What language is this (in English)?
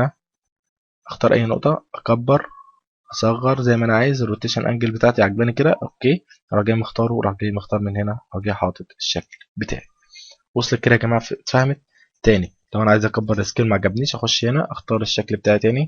Egyptian Arabic